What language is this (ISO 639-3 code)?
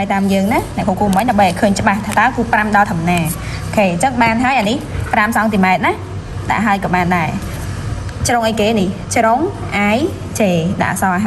khm